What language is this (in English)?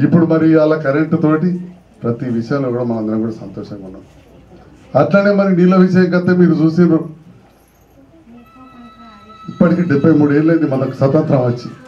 Telugu